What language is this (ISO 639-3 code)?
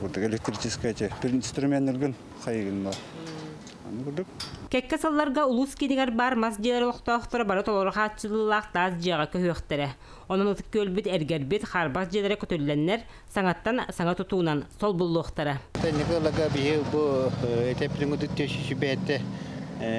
sah